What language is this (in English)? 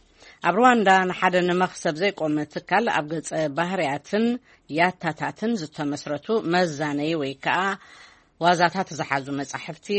Tigrinya